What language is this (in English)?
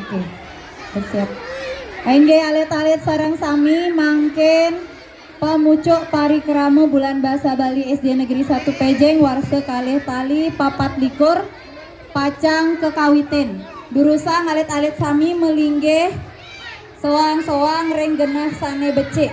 Balinese